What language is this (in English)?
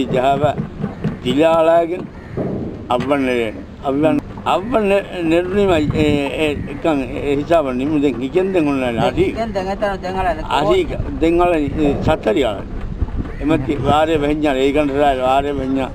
Divehi